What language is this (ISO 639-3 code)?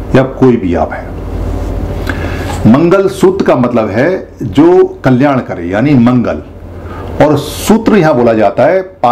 hin